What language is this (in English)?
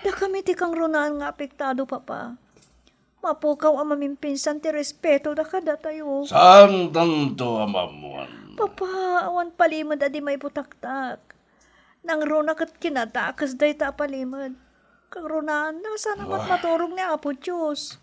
Iloko